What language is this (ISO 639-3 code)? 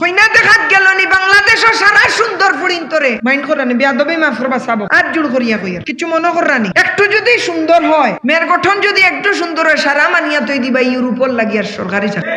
syl